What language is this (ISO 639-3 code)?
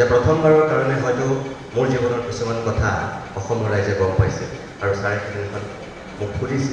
asm